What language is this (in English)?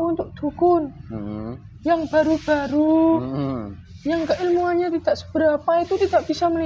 Indonesian